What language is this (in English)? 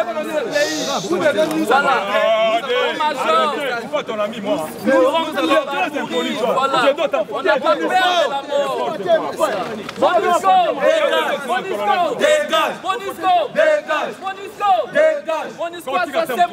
French